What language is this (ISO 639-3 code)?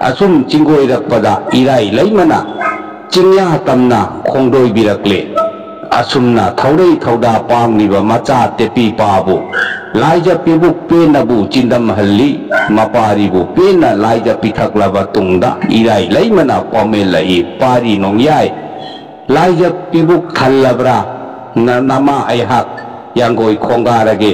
mni